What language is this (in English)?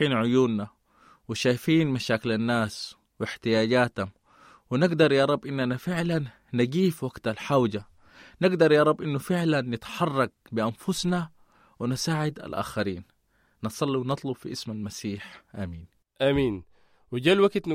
Sudanese Arabic